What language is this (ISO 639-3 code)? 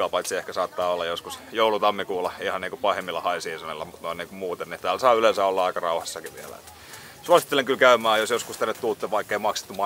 fin